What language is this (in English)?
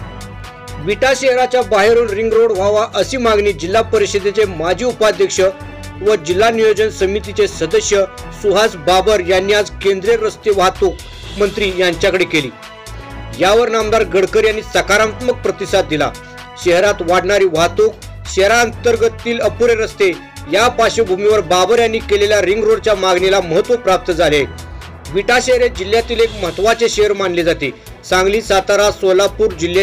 Marathi